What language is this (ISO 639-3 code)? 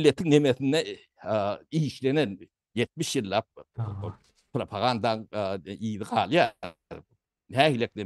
tuk